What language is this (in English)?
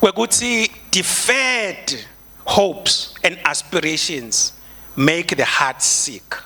Swati